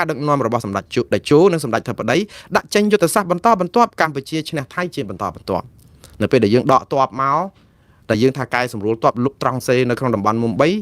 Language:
Khmer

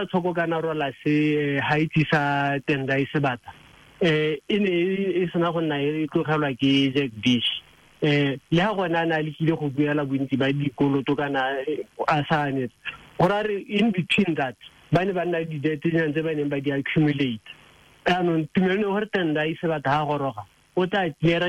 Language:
Tswana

